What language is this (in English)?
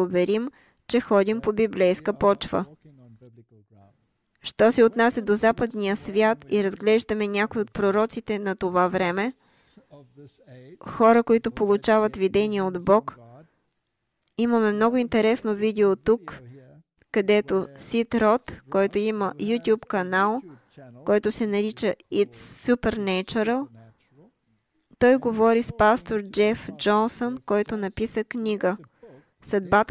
Bulgarian